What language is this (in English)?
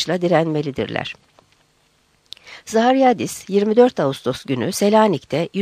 Turkish